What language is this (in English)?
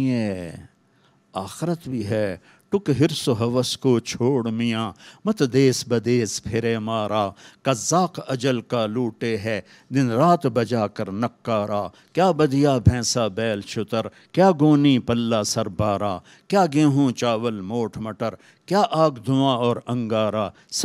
Urdu